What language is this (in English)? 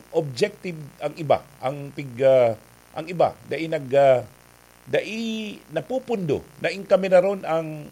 Bikol